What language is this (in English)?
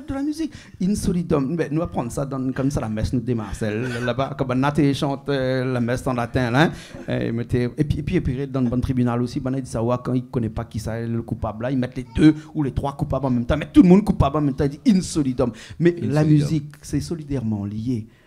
Réunion Creole French